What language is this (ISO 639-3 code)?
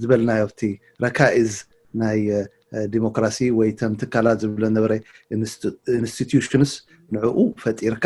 tir